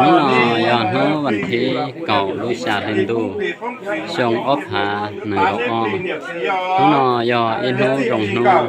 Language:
Hmong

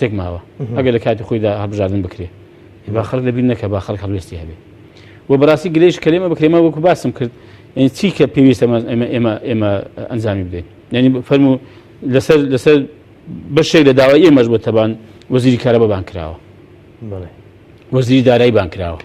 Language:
Central Kurdish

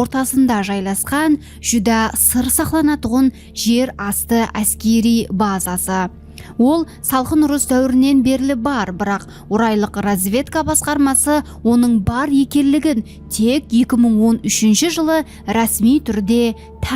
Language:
Kara-Kalpak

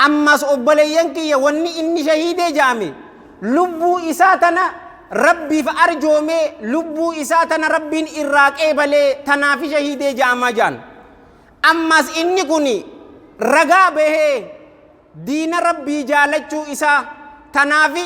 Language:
Oromo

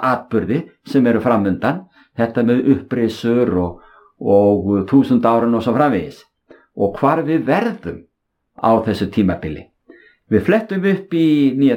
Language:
Icelandic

